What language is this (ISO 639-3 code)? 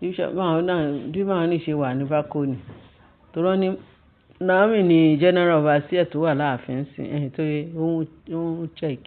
yor